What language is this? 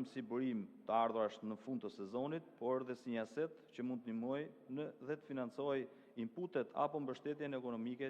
Albanian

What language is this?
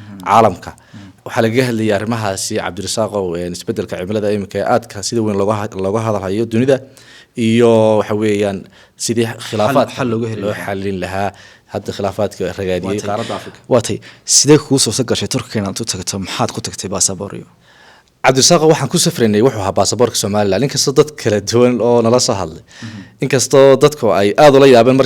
Somali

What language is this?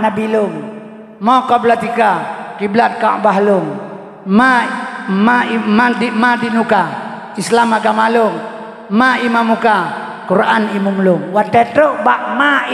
Achinese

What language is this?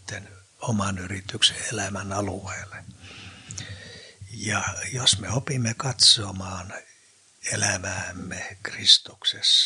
Finnish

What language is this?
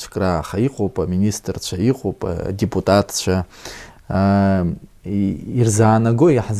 Abkhazian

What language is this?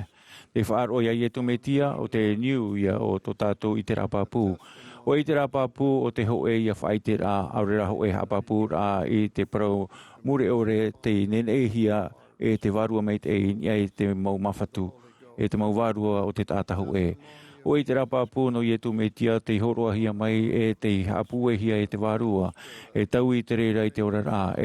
Tahitian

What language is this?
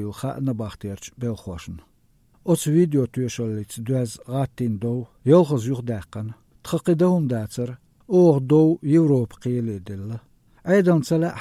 Chechen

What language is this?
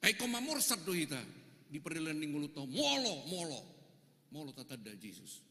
Batak Toba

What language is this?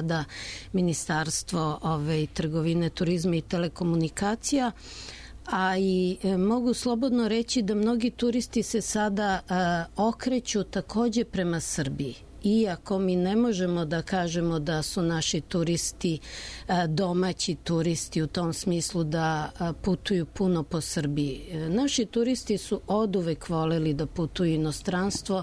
Serbian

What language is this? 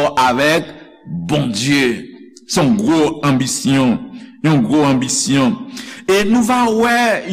Haitian Creole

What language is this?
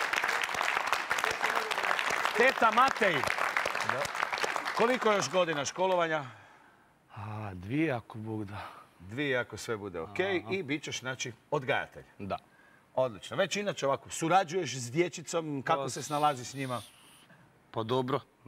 Croatian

